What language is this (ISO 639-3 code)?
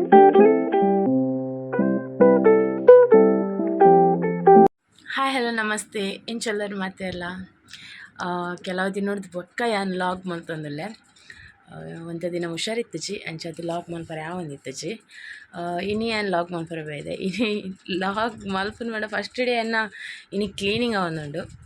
tcy